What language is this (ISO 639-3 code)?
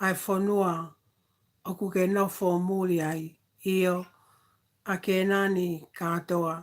ton